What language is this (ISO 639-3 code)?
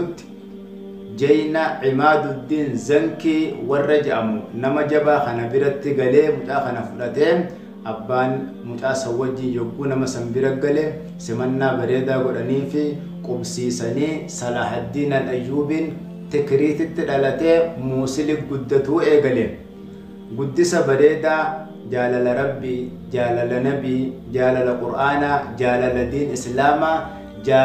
orm